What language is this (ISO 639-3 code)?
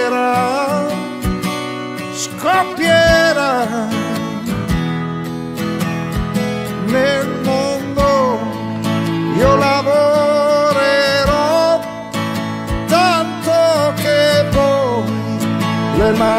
ita